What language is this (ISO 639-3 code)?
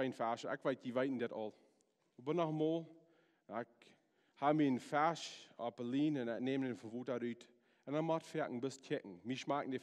pdt